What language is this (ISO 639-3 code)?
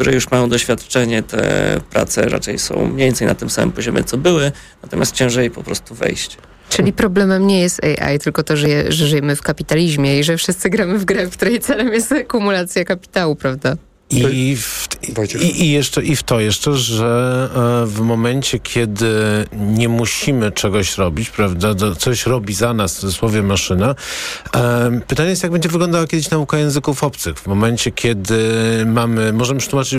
pol